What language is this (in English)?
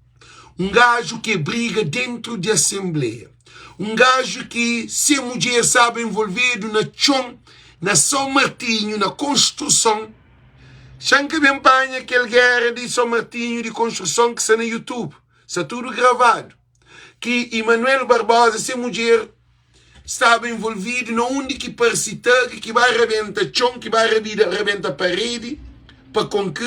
Kabuverdianu